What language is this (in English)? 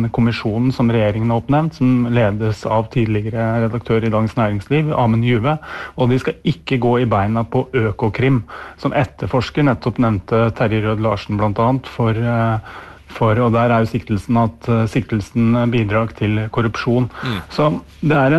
Norwegian